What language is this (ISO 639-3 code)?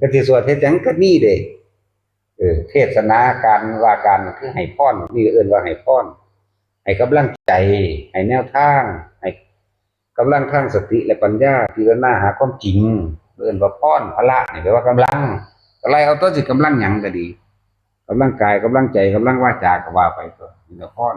tts